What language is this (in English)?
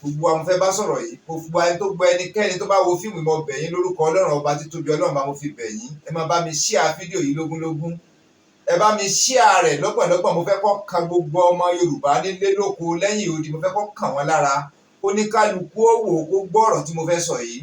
Yoruba